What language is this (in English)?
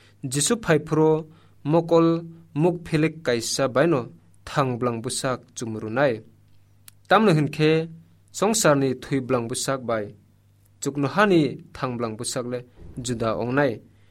Kok Borok